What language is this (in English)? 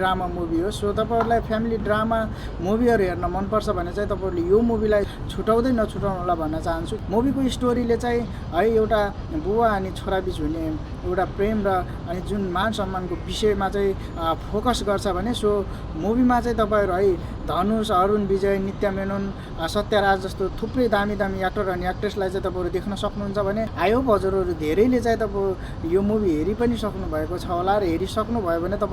Nepali